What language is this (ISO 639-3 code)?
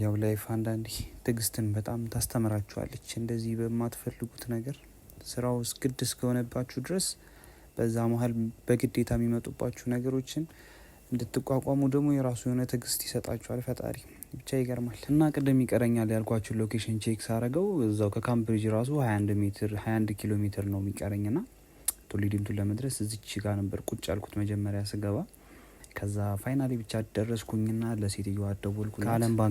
amh